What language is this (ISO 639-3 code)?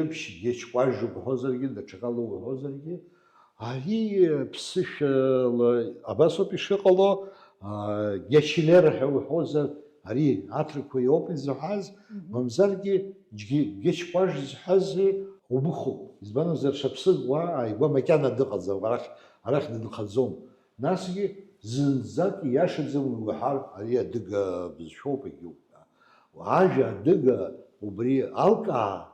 abk